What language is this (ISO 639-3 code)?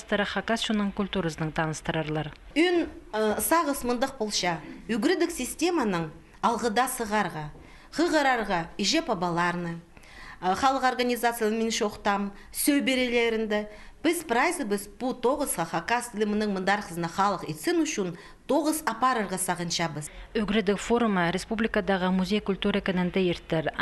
kjh